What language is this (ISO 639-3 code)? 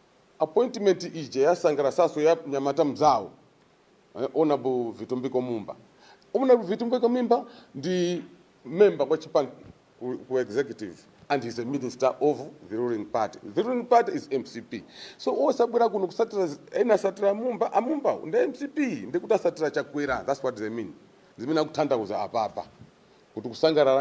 nya